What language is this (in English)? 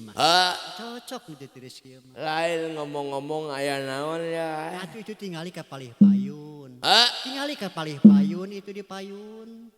Sundanese